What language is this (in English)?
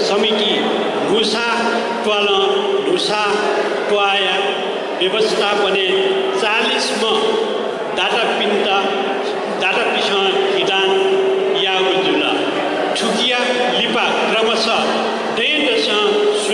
Newari